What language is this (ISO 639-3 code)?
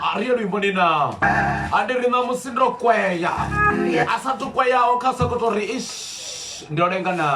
ven